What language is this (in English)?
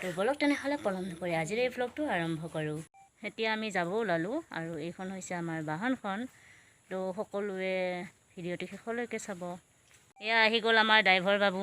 Assamese